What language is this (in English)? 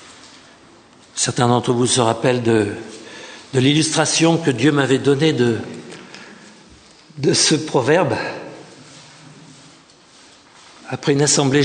French